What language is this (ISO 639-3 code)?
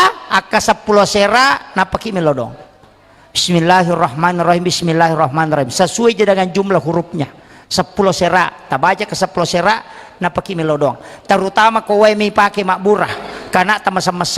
bug